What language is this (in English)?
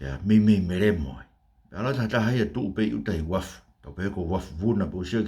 Tongan